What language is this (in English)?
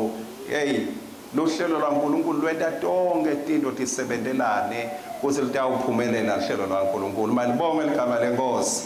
Swati